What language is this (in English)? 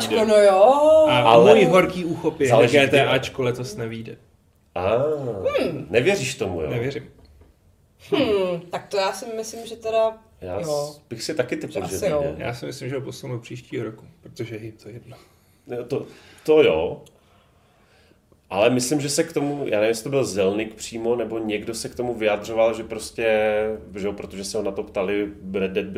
Czech